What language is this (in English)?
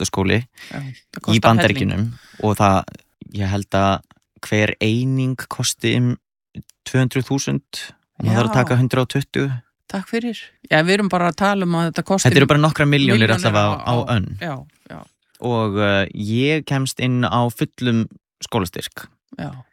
Icelandic